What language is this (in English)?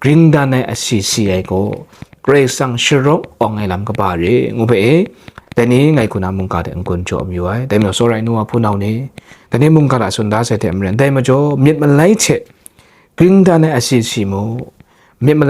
Kachin